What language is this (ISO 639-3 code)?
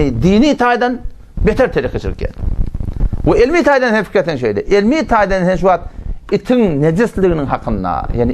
tuk